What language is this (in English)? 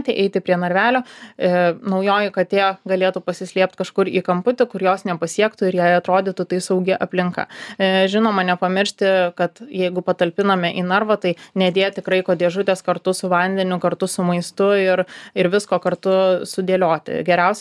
Lithuanian